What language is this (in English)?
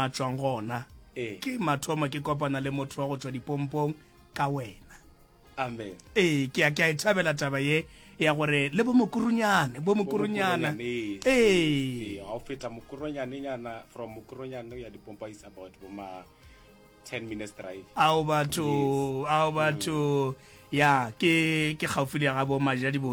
Northern Sotho